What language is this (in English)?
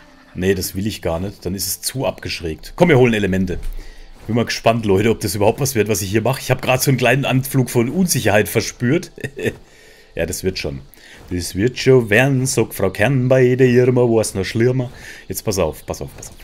German